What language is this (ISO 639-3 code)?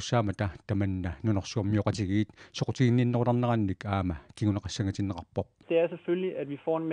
kal